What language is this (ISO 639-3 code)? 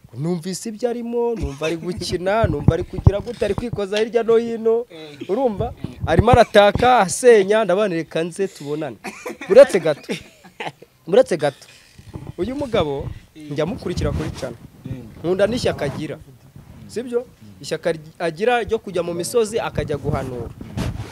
kin